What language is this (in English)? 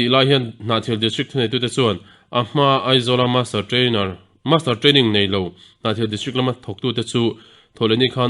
Mizo